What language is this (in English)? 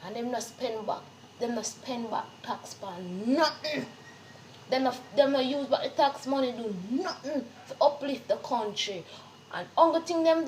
Jamaican Creole English